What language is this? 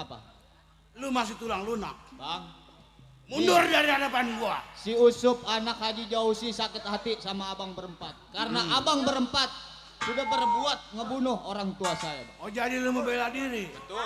Betawi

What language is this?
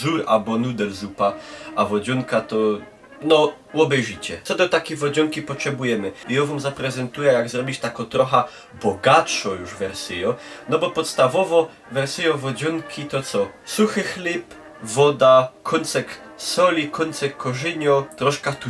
Silesian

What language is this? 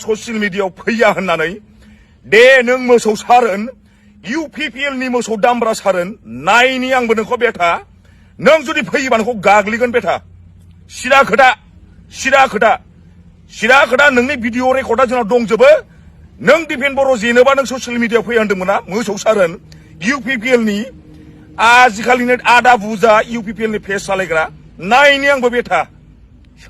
Bodo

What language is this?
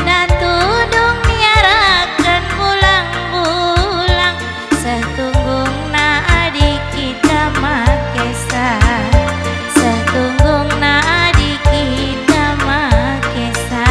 Batak Karo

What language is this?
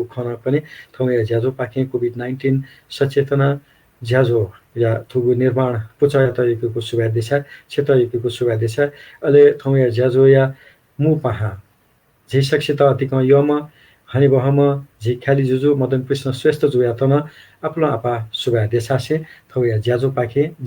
Newari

